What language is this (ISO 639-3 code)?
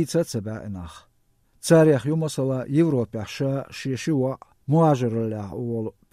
che